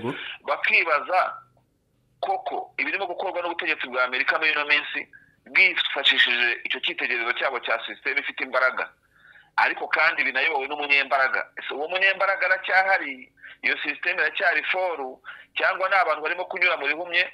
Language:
Kinyarwanda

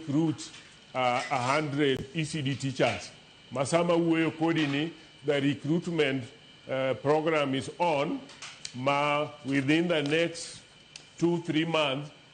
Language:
Luo (Kenya and Tanzania)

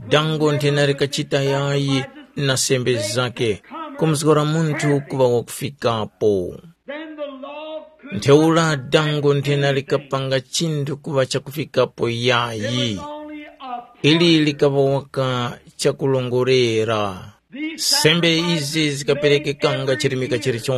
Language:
Tumbuka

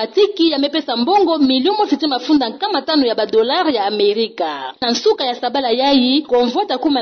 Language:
Kituba (Democratic Republic of Congo)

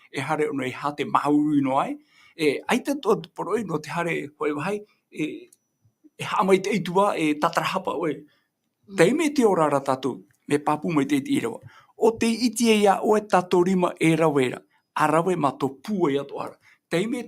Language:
Tahitian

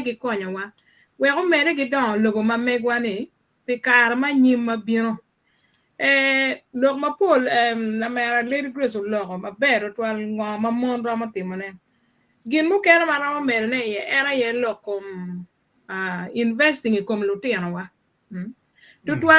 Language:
Acoli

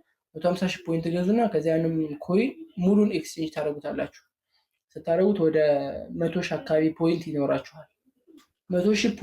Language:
Amharic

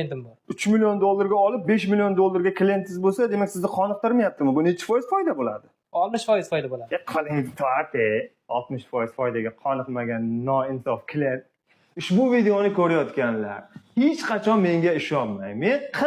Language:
Uzbek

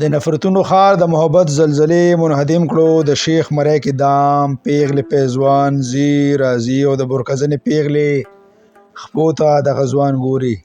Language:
Pashto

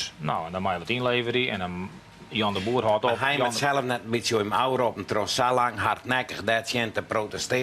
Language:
Western Frisian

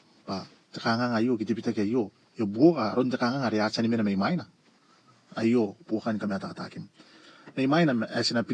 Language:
Gilbertese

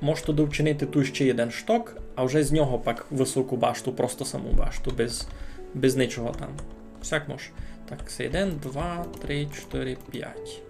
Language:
Rusyn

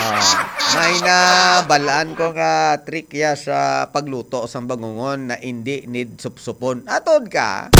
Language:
Hiligaynon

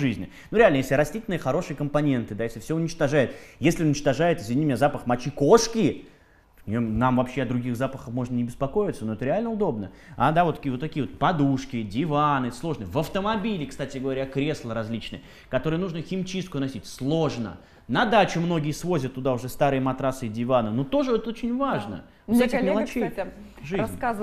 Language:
Russian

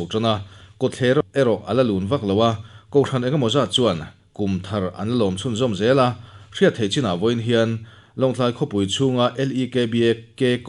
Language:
Mizo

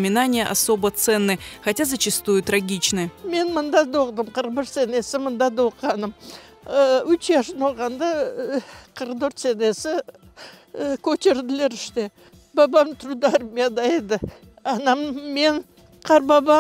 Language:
Crimean Tatar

